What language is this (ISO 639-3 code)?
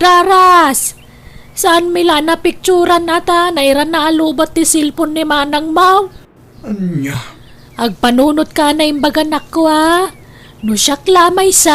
ilo